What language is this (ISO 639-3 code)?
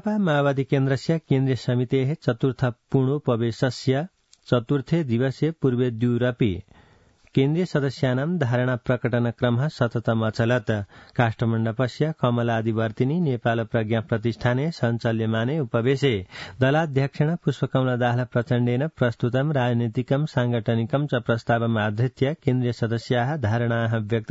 san